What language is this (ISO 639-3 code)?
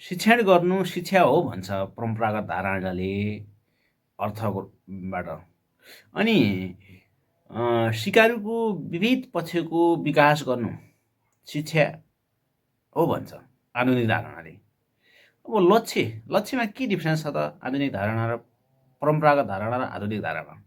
nep